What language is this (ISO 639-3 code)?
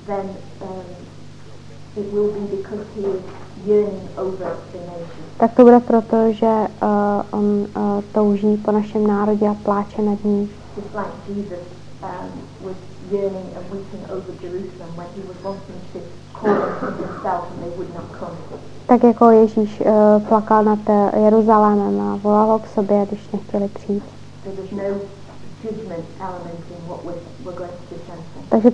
ces